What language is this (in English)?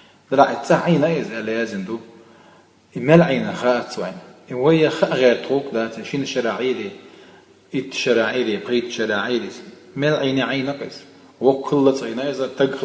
Chechen